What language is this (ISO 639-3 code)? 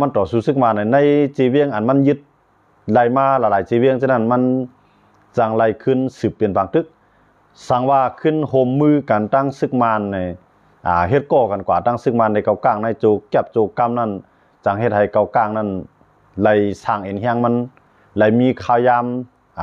lao